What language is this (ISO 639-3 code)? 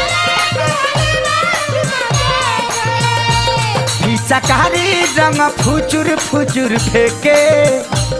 bho